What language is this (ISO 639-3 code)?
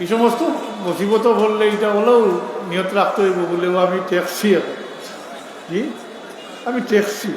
syl